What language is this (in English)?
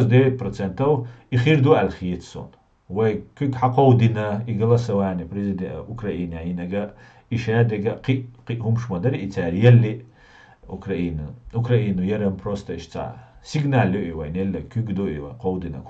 Chechen